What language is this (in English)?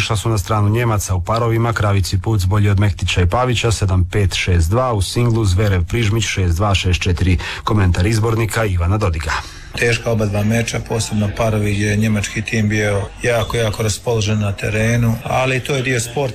Croatian